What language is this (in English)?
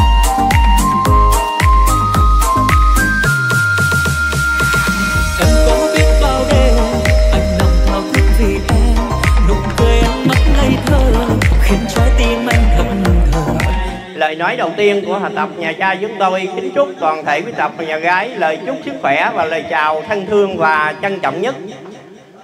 Vietnamese